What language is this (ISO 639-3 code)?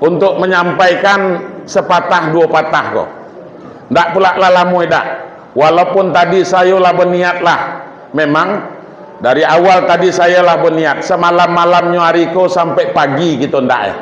min